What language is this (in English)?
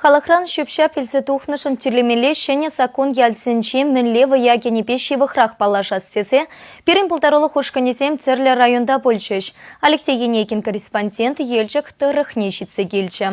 Chuvash